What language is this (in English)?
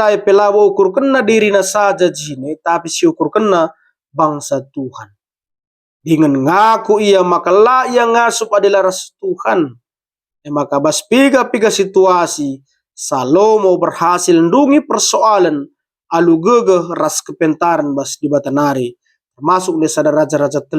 Batak Karo